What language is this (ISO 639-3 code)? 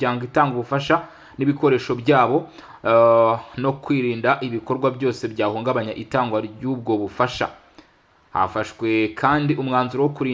kin